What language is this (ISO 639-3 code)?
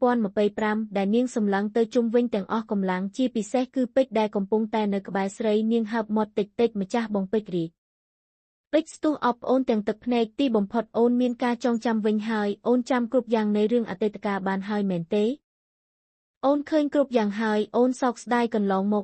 khm